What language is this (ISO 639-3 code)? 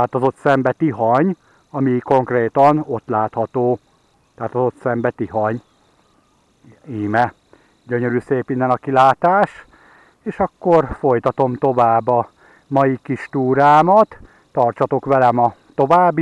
hun